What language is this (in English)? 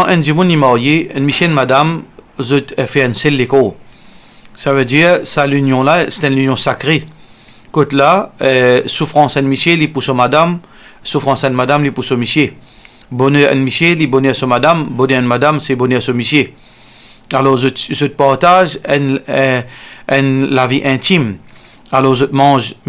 Morisyen